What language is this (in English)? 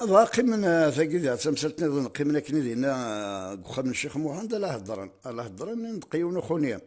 Kabyle